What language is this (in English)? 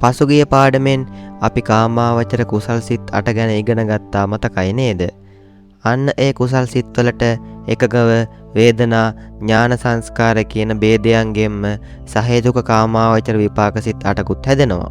Sinhala